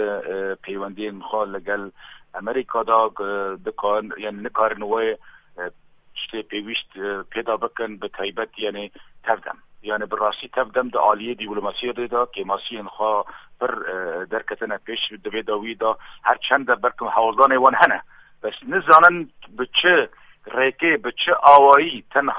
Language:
Kurdish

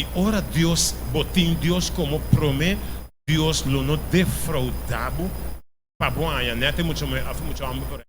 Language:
Papiamento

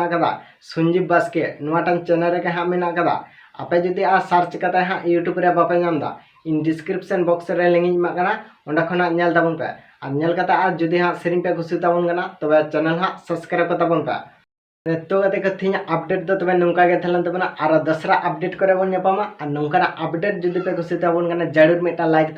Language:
Santali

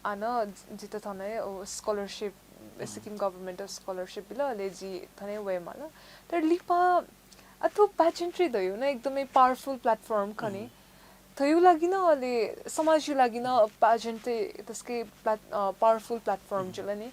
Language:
Newari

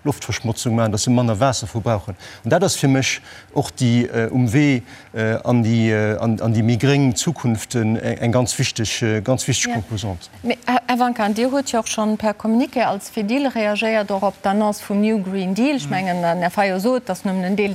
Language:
Luxembourgish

